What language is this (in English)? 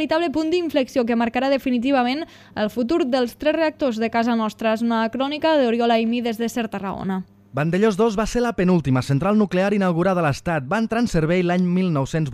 Catalan